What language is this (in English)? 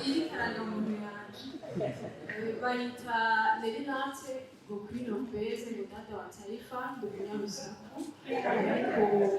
Rundi